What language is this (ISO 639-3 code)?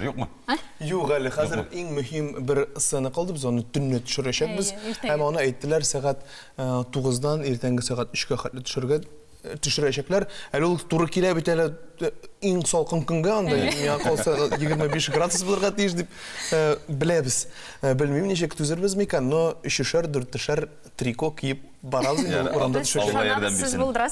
tat